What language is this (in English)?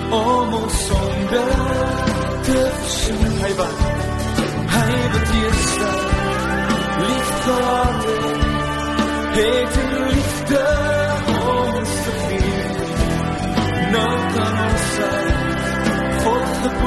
Afrikaans